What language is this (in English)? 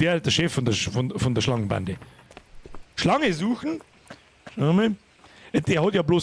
Bavarian